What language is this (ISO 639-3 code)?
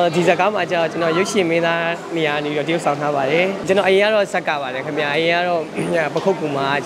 mya